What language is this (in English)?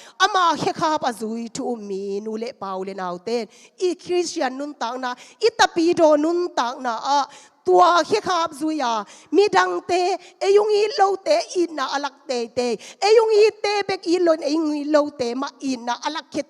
Tedim Chin